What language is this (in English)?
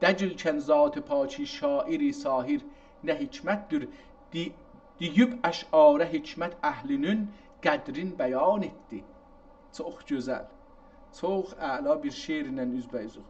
South Azerbaijani